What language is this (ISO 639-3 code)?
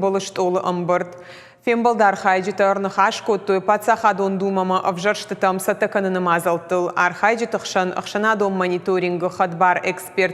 oss